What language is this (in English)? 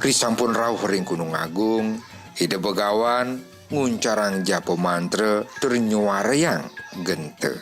Balinese